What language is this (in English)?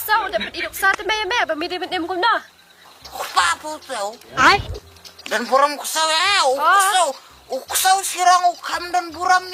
Khasi